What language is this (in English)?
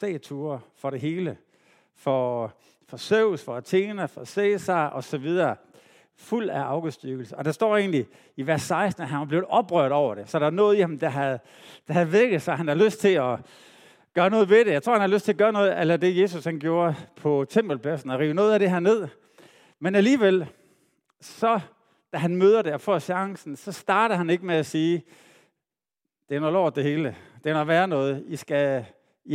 Danish